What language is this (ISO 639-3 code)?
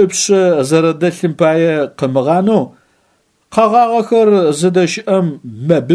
ady